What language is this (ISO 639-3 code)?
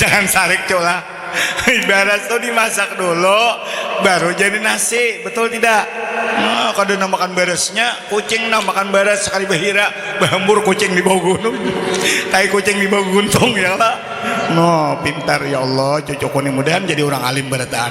bjn